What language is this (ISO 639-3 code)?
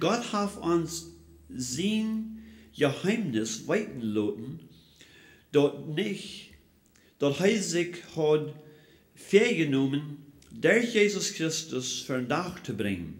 pdt